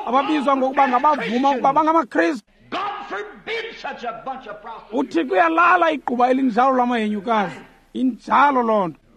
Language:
Xhosa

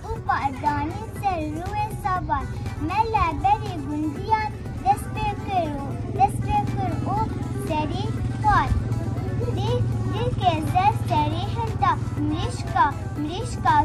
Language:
Kurdish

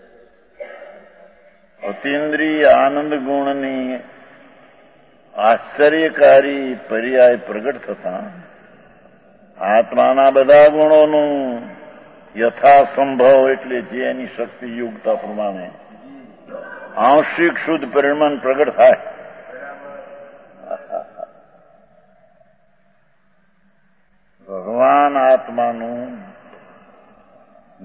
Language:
Gujarati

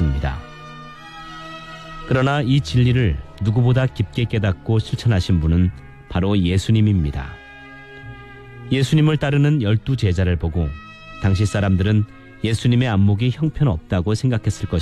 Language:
Korean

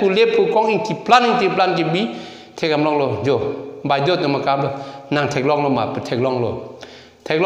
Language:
Karbi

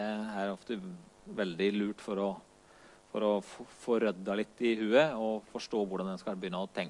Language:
Norwegian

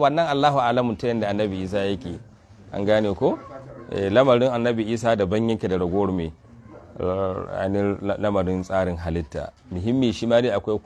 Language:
Hausa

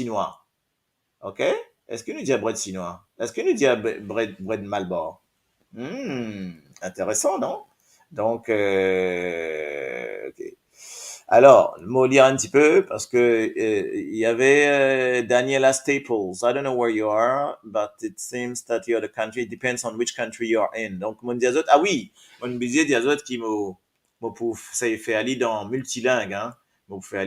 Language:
Morisyen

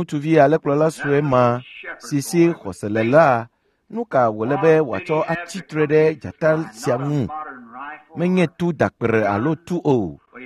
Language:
Ewe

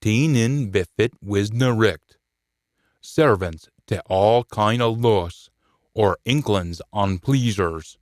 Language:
Scots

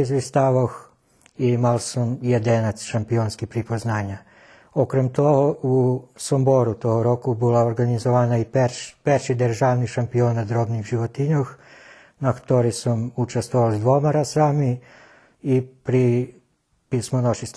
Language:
Rusyn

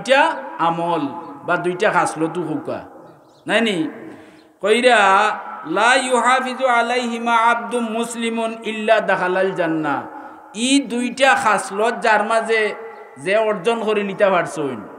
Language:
Sylheti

